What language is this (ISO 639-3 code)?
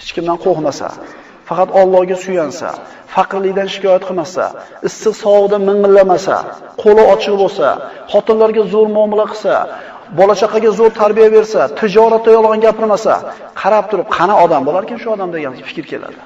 uzb